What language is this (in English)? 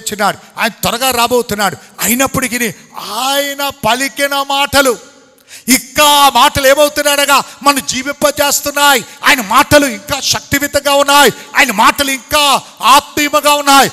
Telugu